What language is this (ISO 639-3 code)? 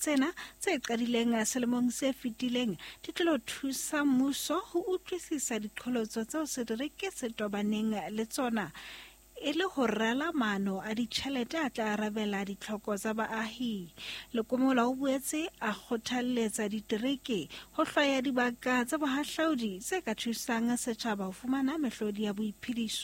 sot